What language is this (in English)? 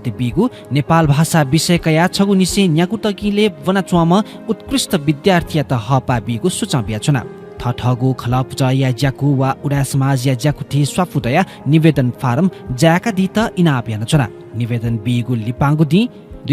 Newari